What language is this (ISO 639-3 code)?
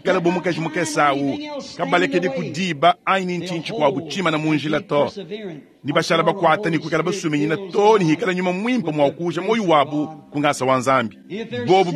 lua